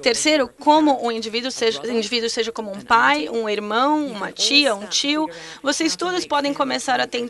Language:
Portuguese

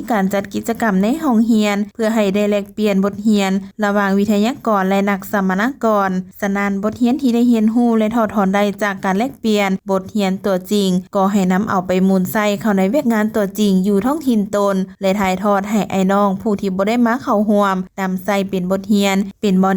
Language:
Lao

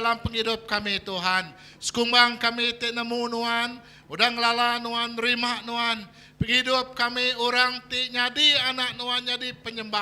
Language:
Iban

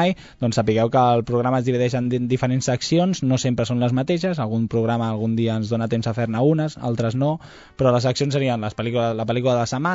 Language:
Catalan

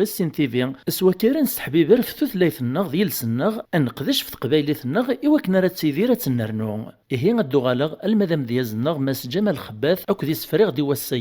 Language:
Kabyle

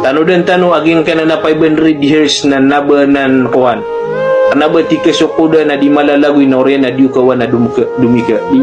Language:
Maranao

